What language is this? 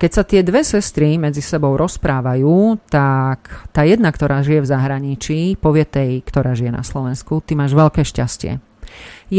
Slovak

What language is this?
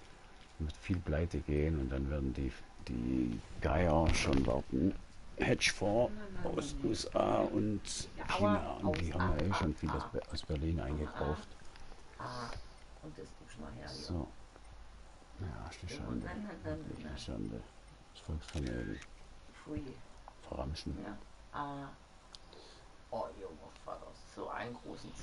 German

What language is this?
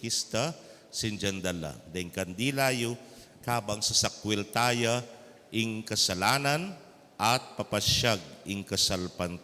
Pampanga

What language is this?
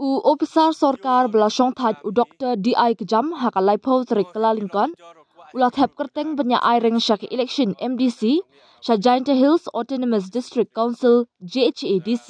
Khasi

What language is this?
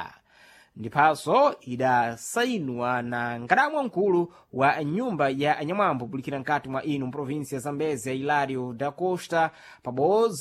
Sena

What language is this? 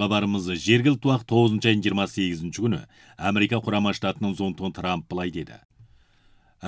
Kazakh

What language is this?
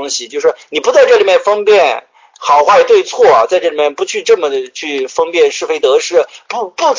Chinese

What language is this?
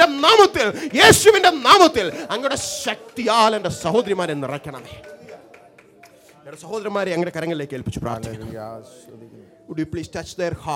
Malayalam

